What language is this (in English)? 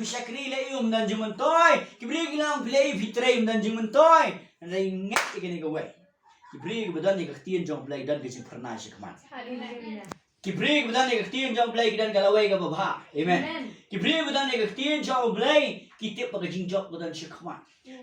Khasi